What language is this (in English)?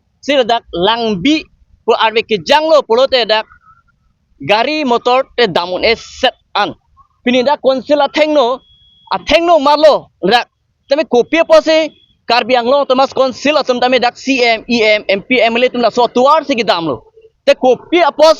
Karbi